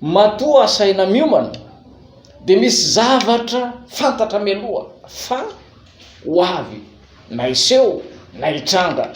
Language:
Malagasy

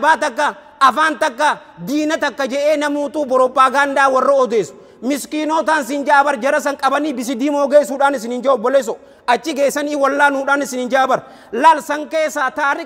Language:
Oromo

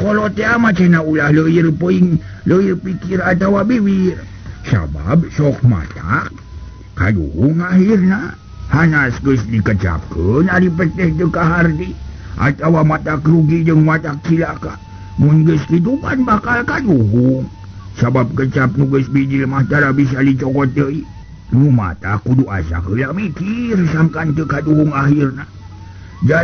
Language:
Sundanese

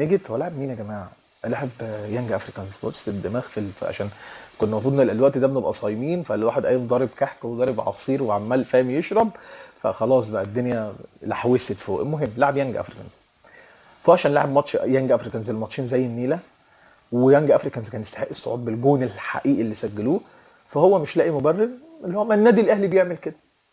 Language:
Egyptian Arabic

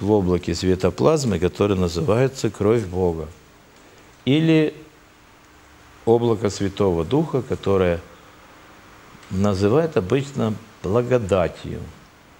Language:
Russian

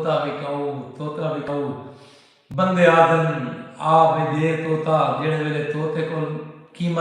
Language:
Saraiki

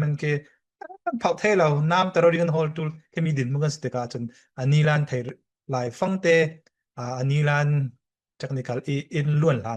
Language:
Falam Chin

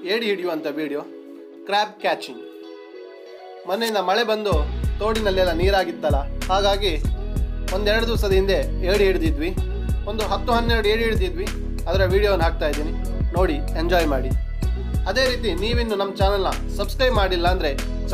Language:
Kannada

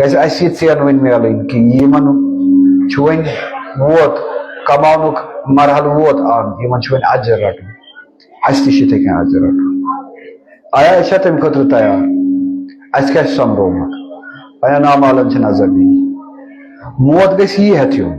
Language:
Kashmiri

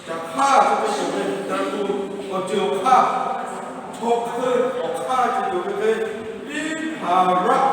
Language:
Lahu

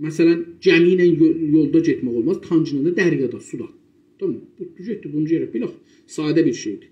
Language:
South Azerbaijani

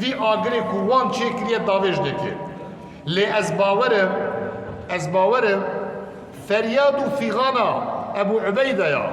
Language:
Kurdish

